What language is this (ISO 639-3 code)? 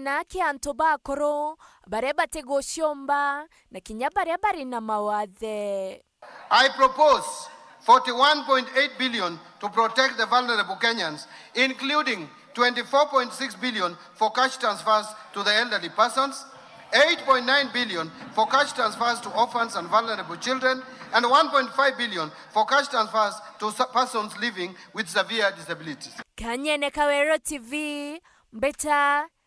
mer